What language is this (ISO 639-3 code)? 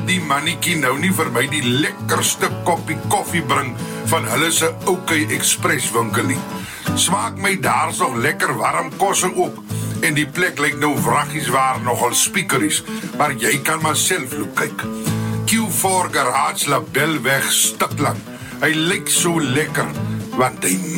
afr